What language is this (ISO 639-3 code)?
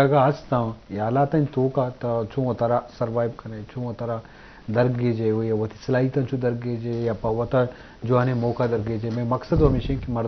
bgp